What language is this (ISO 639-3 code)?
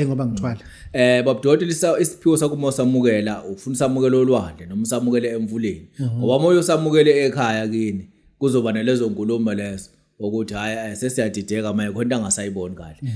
zul